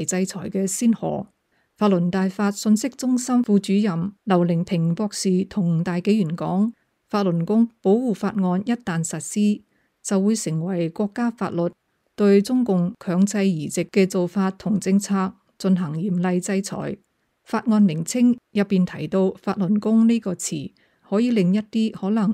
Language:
Cantonese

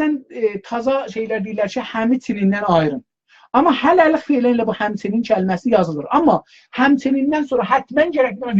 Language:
South Azerbaijani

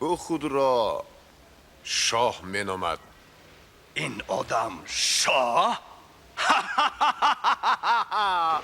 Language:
Tajik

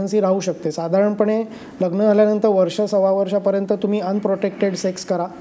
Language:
Marathi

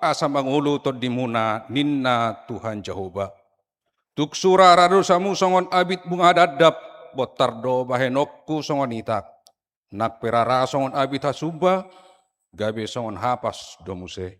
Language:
Batak Toba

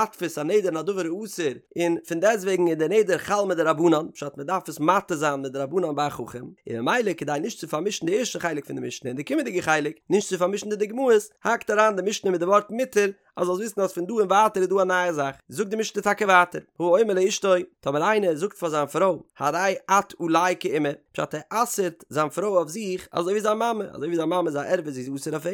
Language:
Yiddish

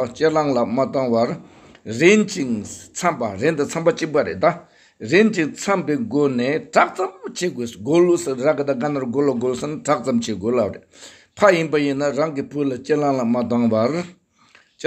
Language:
Tibetan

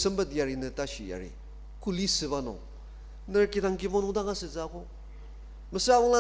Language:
Ao Naga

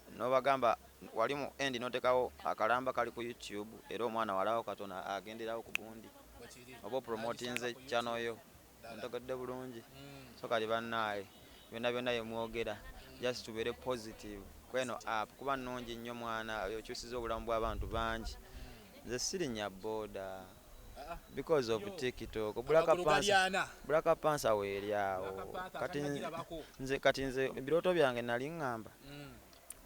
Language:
Ganda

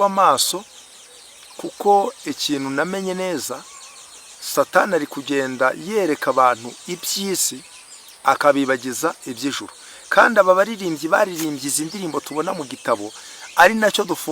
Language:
Kinyarwanda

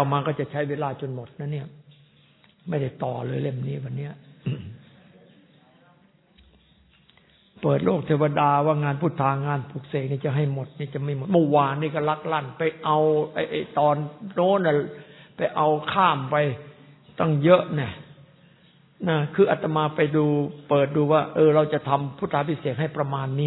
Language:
Thai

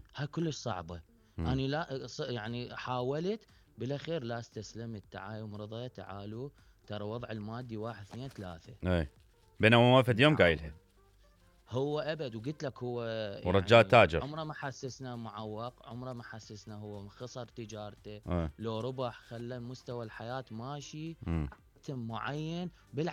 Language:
Mesopotamian Arabic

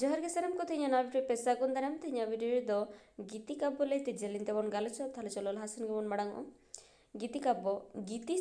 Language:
Santali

